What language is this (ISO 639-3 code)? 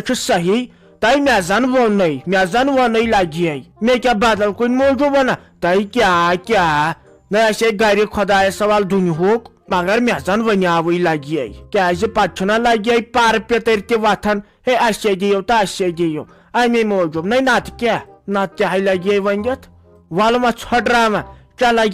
kas